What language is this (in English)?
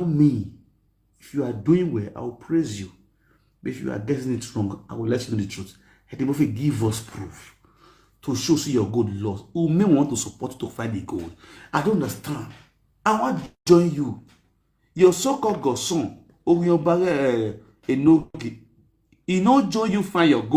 Nigerian Pidgin